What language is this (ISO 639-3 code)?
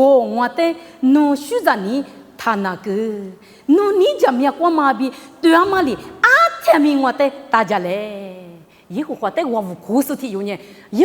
lis